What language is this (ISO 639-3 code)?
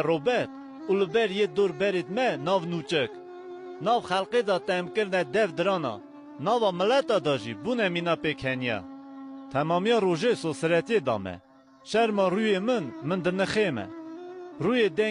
kur